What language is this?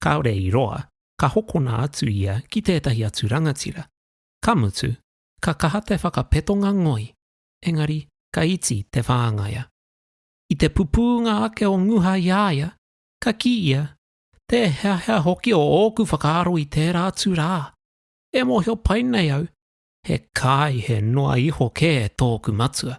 Māori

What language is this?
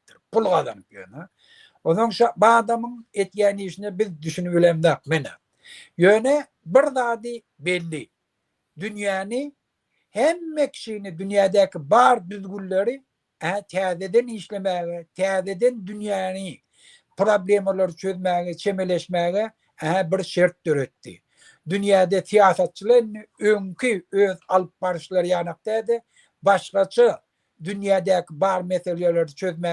Turkmen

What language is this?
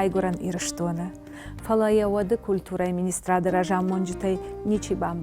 Ossetic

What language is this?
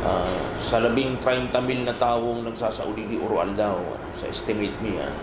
Bikol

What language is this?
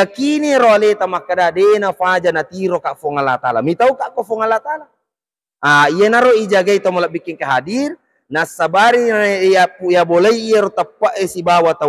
Buginese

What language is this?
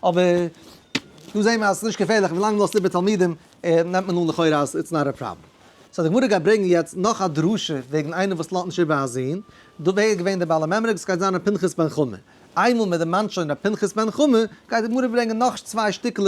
Yiddish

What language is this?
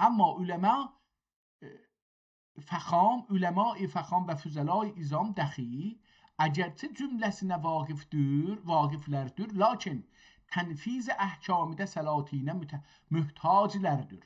South Azerbaijani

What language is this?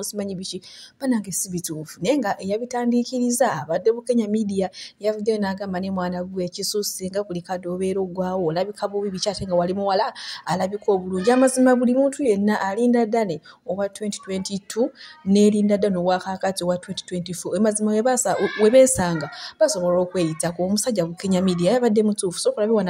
Ganda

